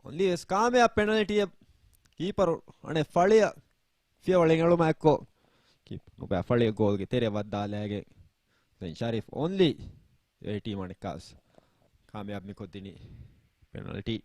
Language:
Divehi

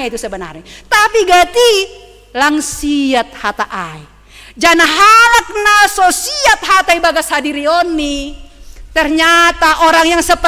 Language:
Batak Simalungun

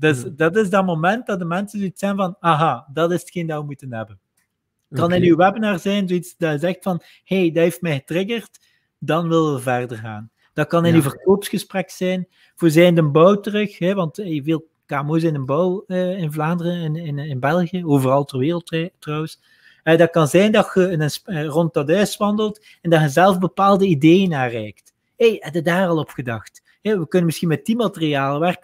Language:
Dutch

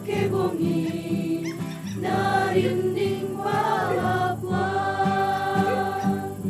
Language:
Toraja-Sa'dan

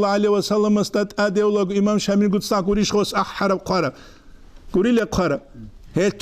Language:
Avaric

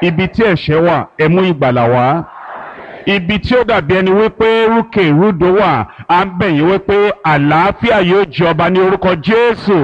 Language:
Yoruba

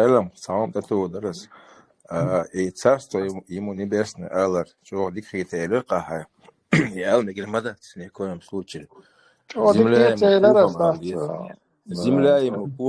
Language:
Chechen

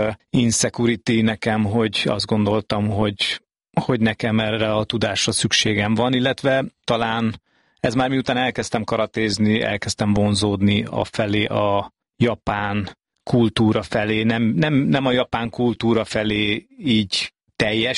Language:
Hungarian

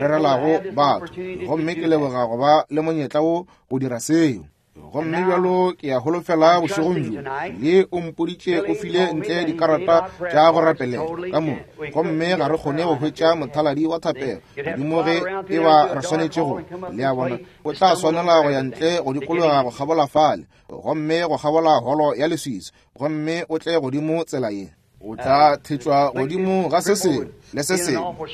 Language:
Northern Sotho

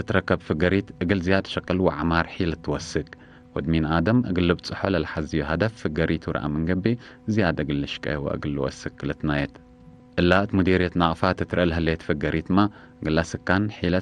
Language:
Tigre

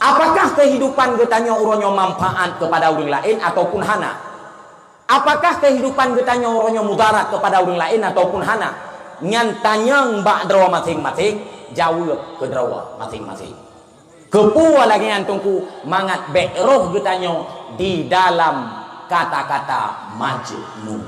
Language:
Achinese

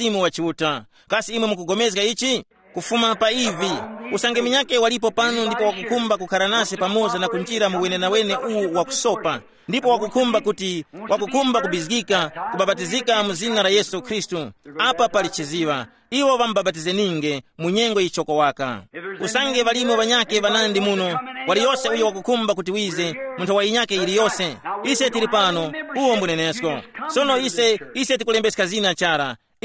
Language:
Tumbuka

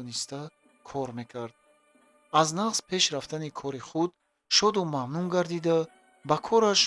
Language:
Tajik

